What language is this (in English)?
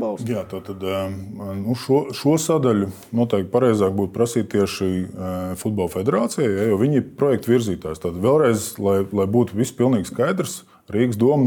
Latvian